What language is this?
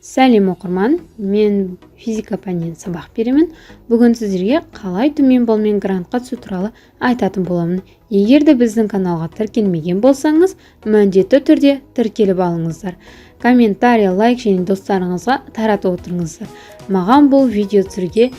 Kazakh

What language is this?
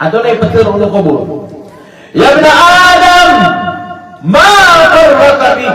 Maranao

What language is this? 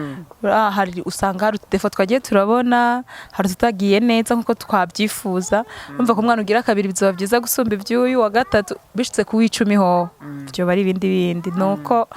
Rundi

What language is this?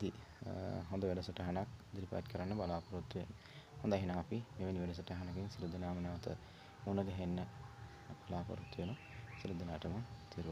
Sinhala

